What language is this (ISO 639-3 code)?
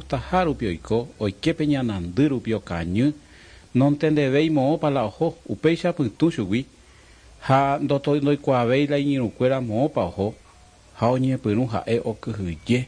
grn